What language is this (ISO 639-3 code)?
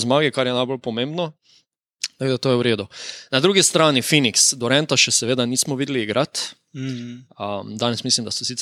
slv